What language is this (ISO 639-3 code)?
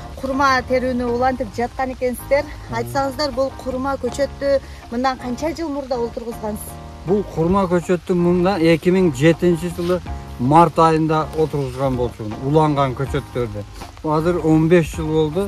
kir